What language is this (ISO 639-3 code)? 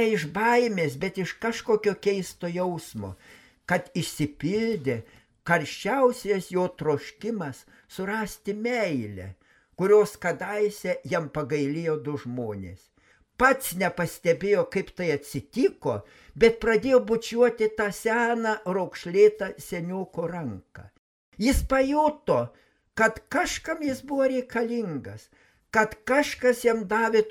lit